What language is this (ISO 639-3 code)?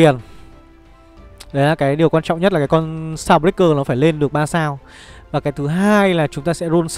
vie